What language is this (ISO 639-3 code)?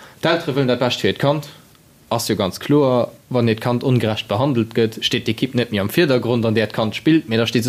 ltz